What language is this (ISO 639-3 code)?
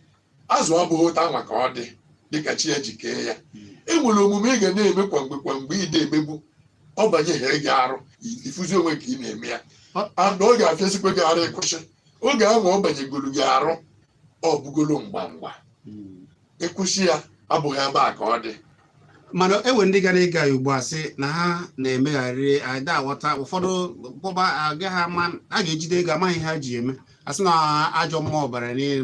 ibo